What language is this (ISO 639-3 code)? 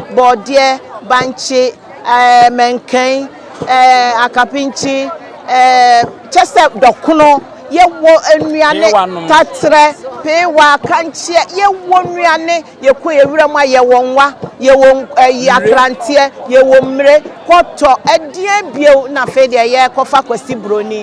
aka